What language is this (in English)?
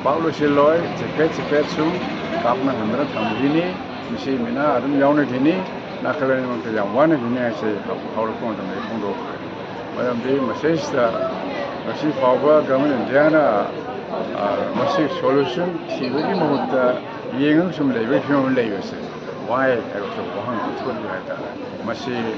Manipuri